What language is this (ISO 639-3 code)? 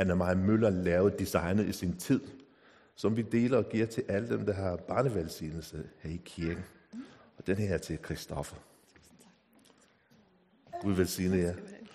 dan